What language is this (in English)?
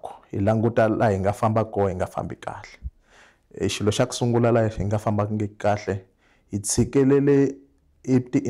Tsonga